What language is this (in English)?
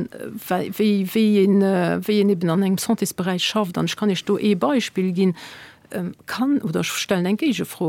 Luxembourgish